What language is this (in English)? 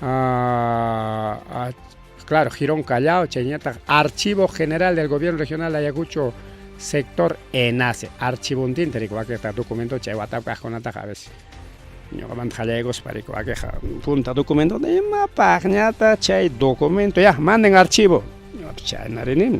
Ayacucho Quechua